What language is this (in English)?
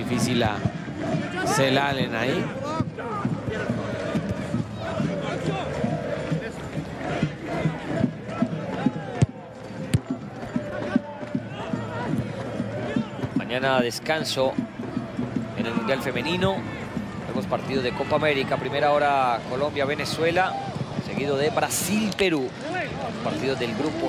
Spanish